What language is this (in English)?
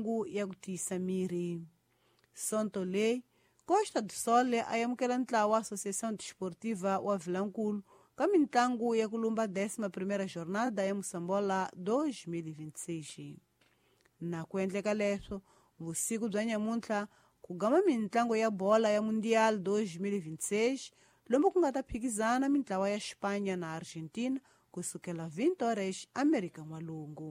Tsonga